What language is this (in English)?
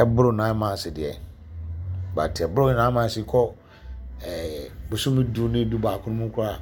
Akan